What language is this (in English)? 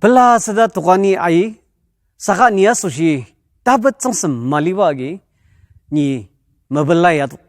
Ao Naga